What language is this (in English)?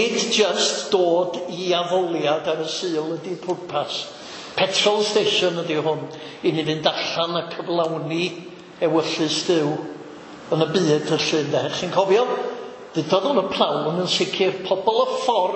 Welsh